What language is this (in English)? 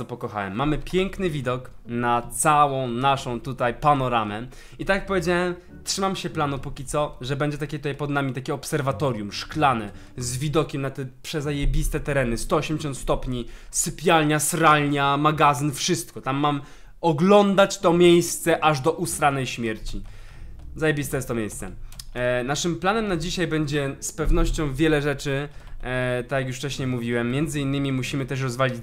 Polish